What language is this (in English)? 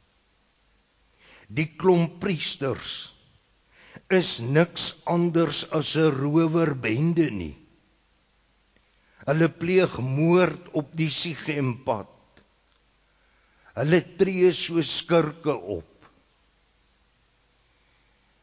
Afrikaans